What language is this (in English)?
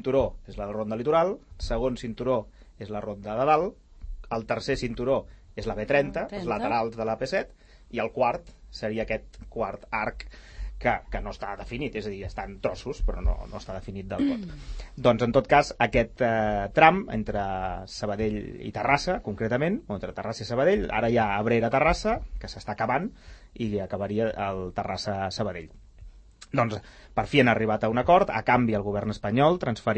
Catalan